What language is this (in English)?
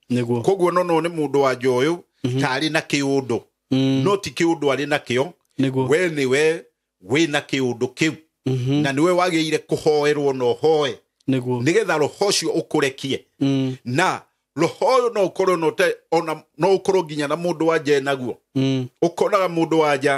Kikuyu